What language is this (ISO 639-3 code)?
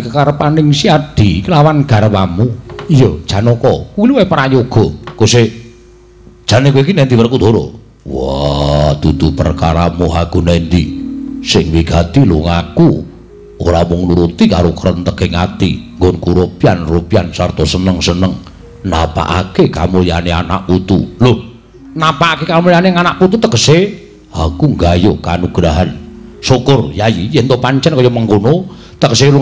jav